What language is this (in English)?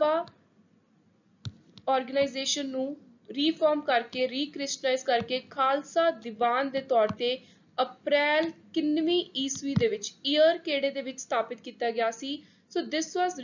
Punjabi